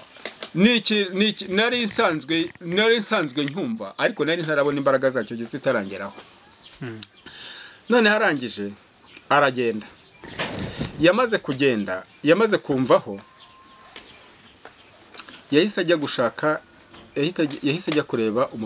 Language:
Kinyarwanda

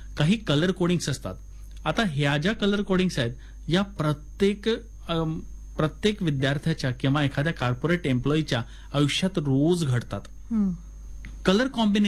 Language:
Marathi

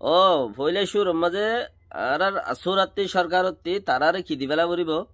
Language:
Rohingya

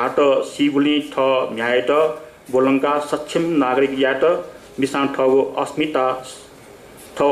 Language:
Newari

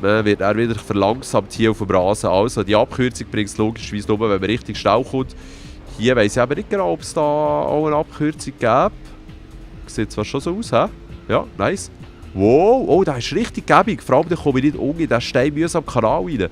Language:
Swiss German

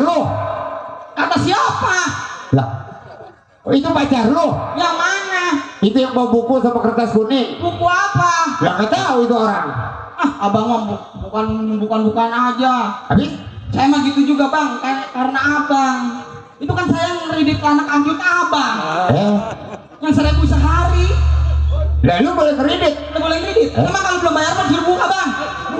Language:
Betawi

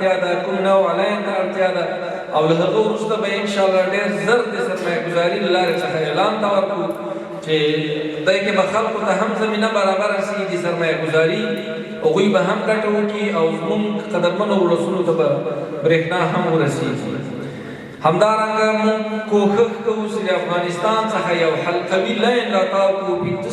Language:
Pashto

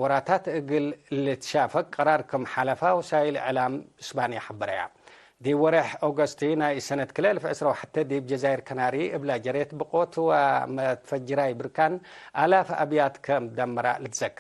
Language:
Tigre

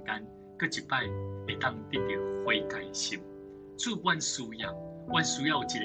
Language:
Min Nan Chinese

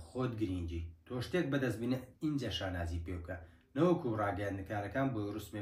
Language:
Central Kurdish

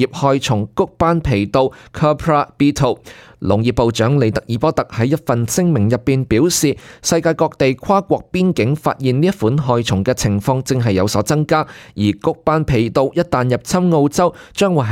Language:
Cantonese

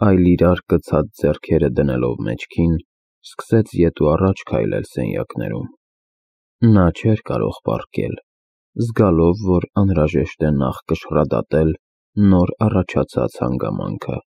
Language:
Armenian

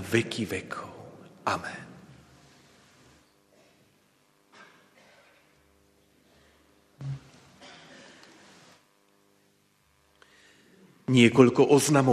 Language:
Slovak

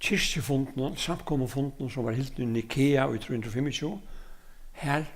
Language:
Faroese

